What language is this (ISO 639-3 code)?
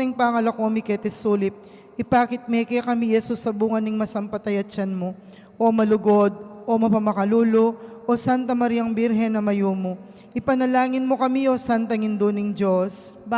pam